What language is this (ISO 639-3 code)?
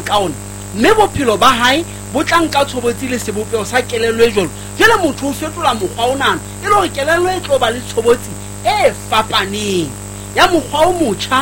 sot